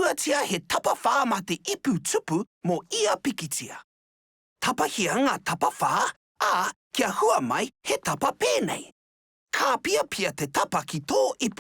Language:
Māori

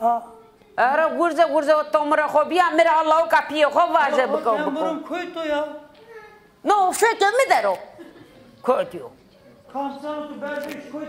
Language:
Zaza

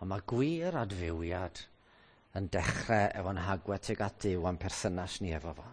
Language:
Welsh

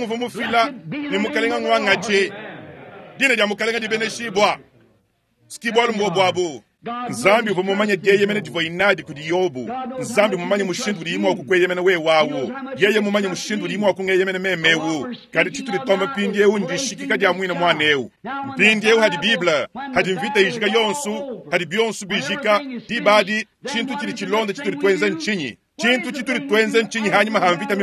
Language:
Luba-Lulua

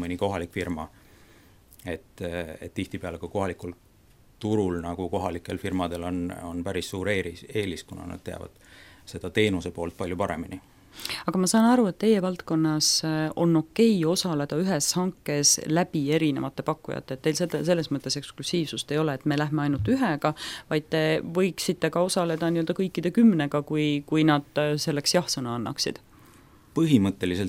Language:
Estonian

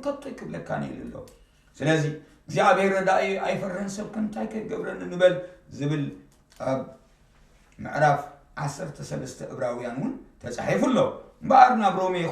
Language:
Tigrinya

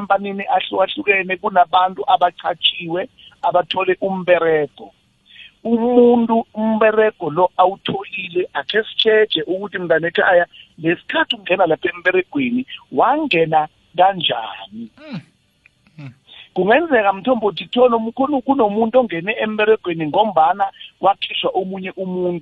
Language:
South Ndebele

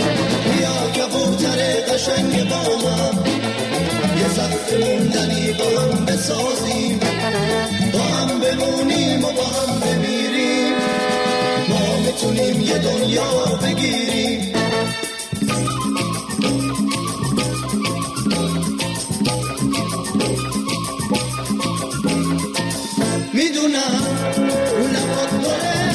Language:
Persian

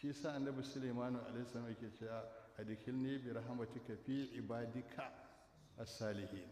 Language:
Hausa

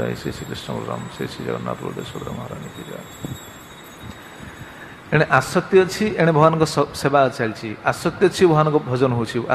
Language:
Odia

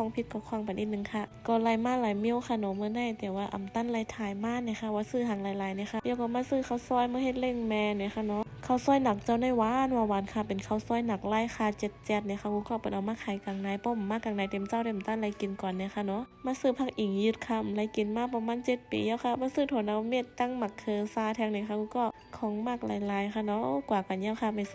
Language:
Shan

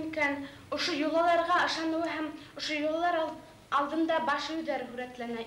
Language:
Bashkir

